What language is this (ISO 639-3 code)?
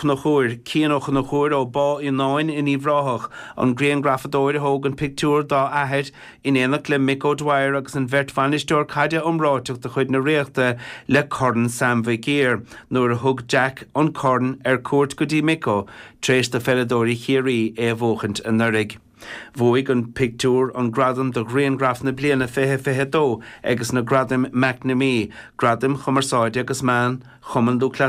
gle